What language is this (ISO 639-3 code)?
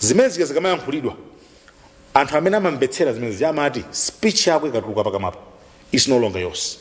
nya